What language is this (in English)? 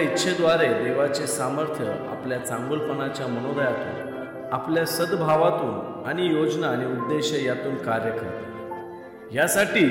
Marathi